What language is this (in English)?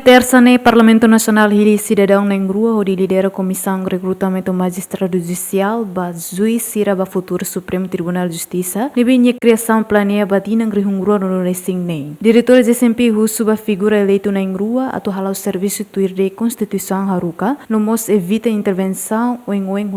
Tetum